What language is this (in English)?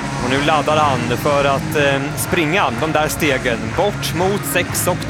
Swedish